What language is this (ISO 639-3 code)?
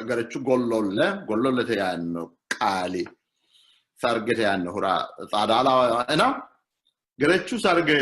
sid